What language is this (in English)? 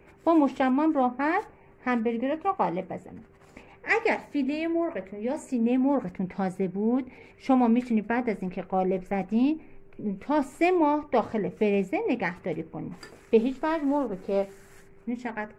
Persian